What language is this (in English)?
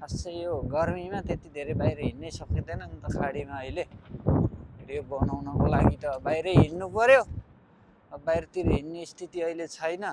Nepali